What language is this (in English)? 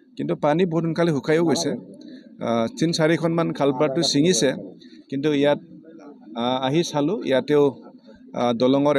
Assamese